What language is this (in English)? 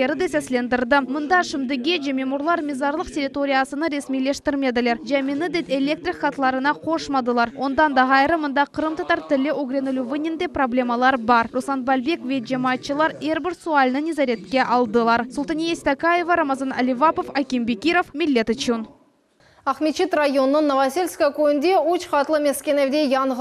Crimean Tatar